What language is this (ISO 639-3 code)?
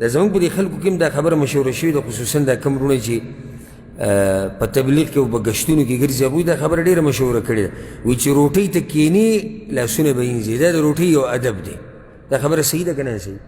pus